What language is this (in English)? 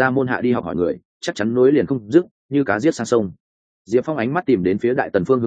Vietnamese